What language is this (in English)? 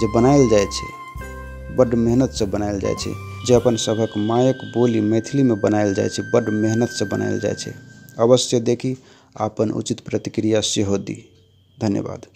Maithili